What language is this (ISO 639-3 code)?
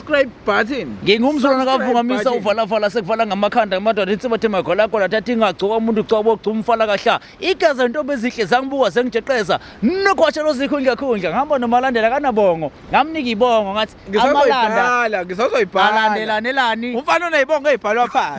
zul